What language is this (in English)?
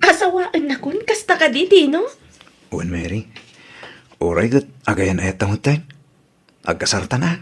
Iloko